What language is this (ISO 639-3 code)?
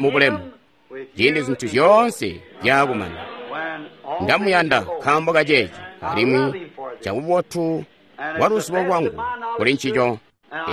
toi